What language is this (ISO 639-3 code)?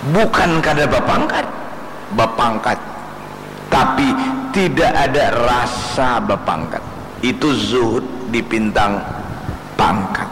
bjn